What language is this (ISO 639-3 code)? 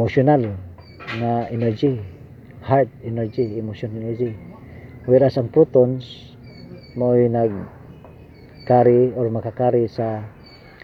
ceb